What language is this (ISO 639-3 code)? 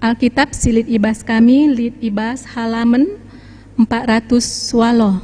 btx